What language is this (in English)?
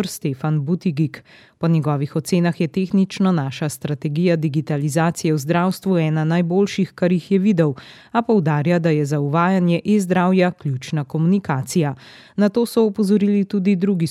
Slovenian